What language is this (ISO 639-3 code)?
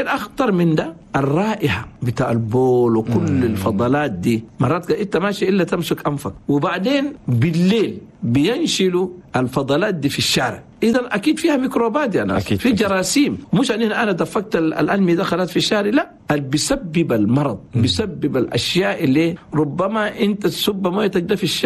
shu